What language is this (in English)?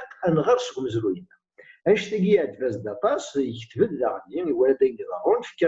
Kabyle